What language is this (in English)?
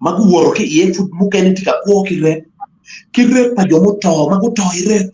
Acoli